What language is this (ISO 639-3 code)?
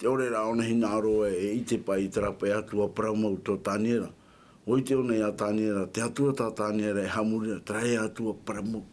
tah